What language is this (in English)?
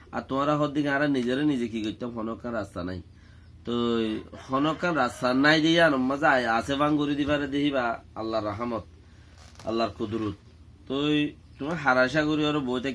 Rohingya